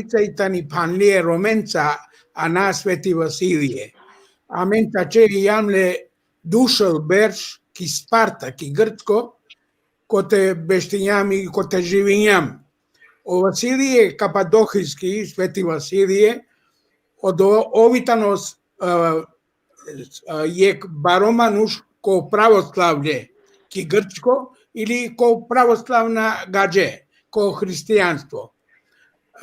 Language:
Balkan Romani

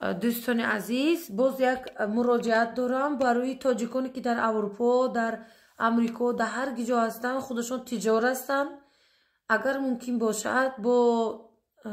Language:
Tajik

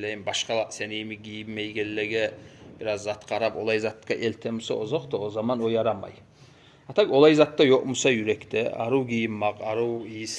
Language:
Kumyk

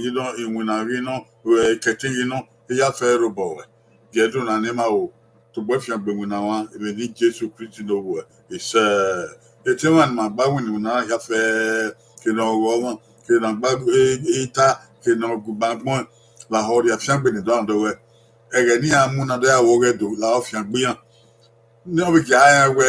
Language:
Bini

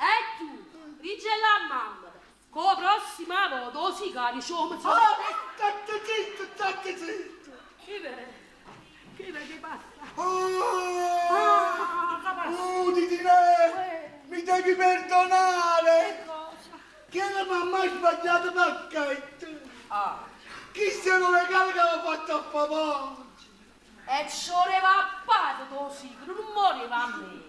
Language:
Neapolitan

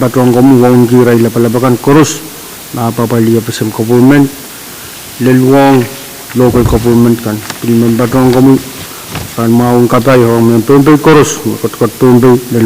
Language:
Pohnpeian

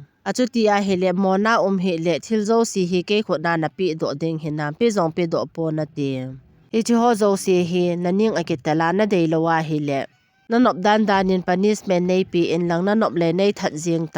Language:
Thado Chin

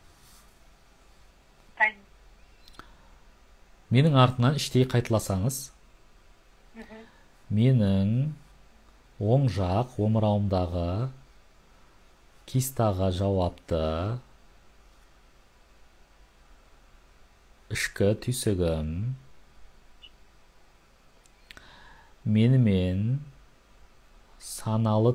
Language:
Kazakh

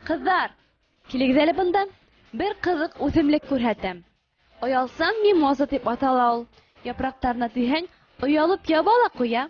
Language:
Bashkir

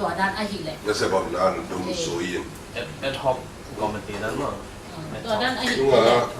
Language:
Tedim Chin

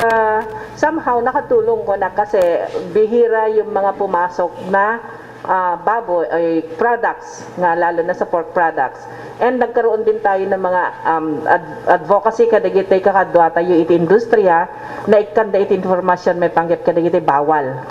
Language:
Iloko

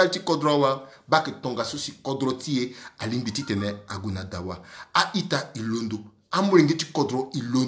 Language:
Sango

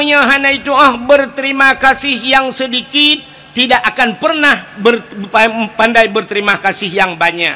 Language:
Achinese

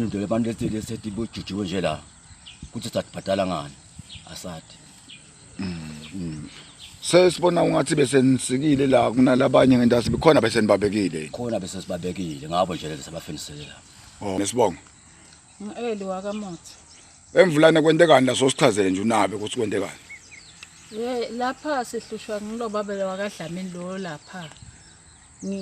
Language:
Zulu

